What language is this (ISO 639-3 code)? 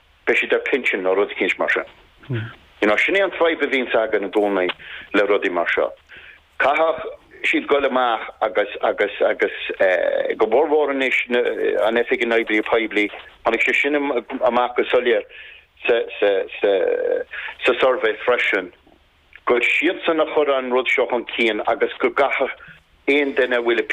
gle